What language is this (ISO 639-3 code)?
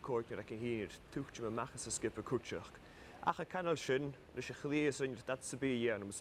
gla